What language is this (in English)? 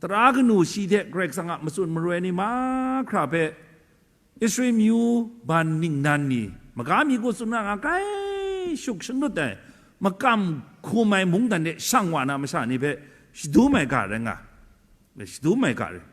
Kachin